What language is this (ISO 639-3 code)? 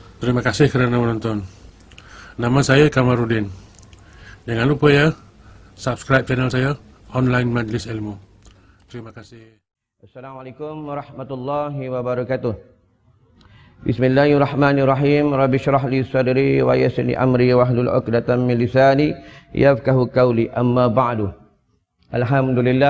msa